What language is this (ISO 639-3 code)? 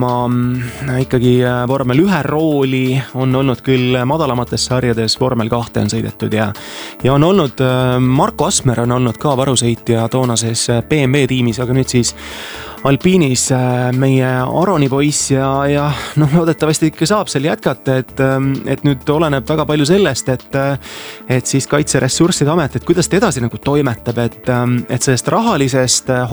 est